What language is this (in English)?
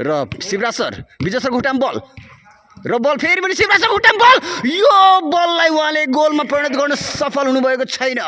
Nepali